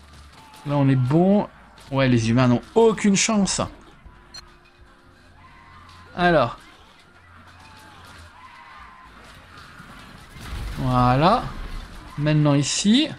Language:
French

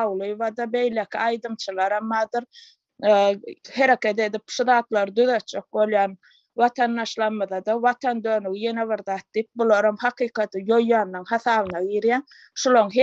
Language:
Turkmen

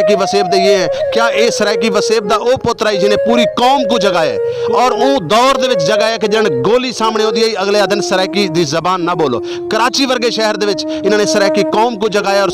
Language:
Saraiki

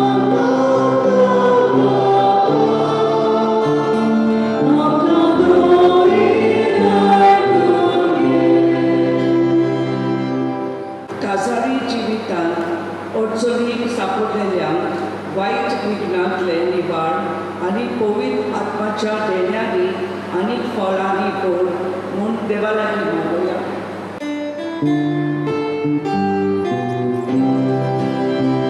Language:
Konkani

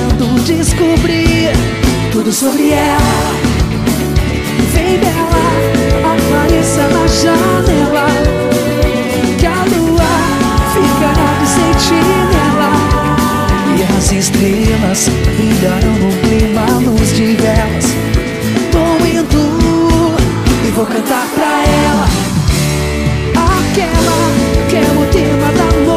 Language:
Portuguese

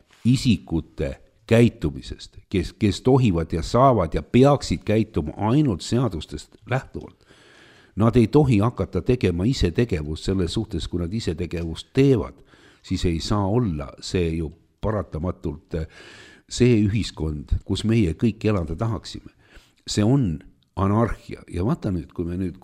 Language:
Estonian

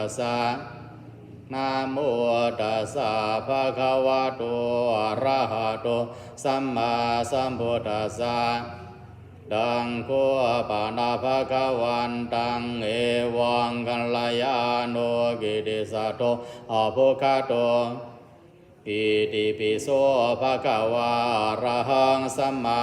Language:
Pali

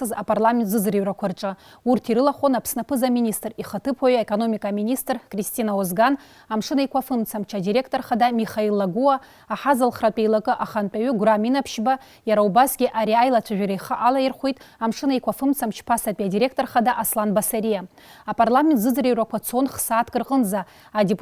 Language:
Abkhazian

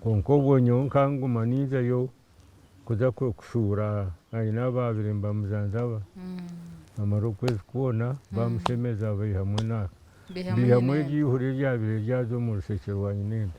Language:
Nyankole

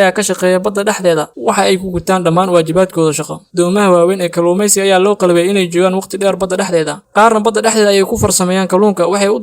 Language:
Somali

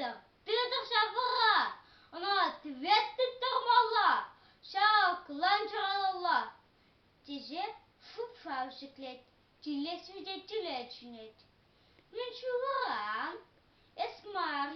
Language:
Chuvash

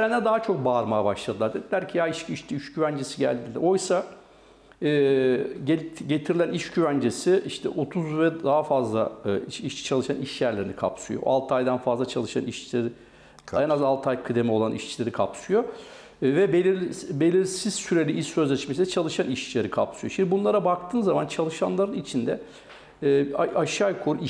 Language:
Turkish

